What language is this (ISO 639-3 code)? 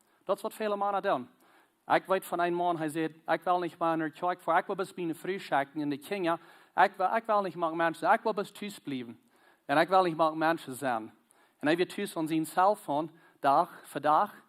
pdt